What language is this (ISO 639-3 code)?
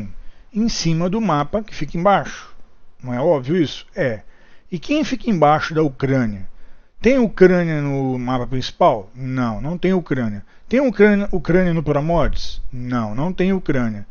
por